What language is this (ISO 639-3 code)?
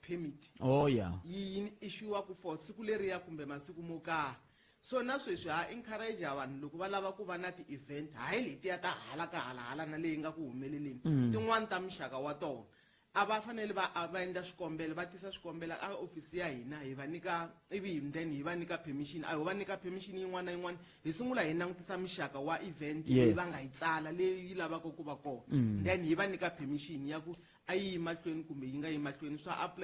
tso